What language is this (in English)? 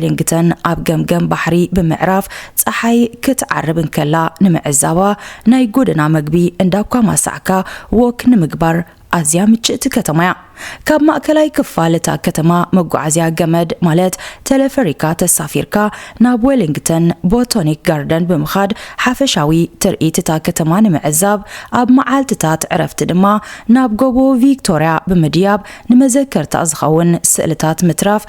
Tigrinya